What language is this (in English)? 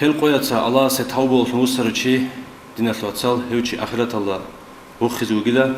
Avaric